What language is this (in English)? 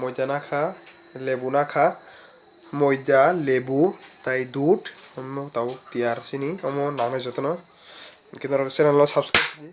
Kok Borok